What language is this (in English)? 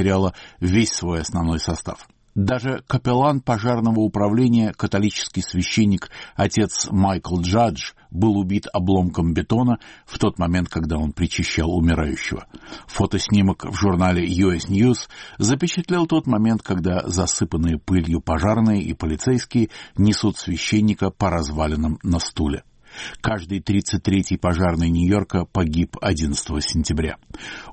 Russian